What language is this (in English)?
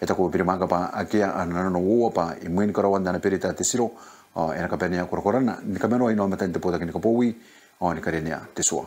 Gilbertese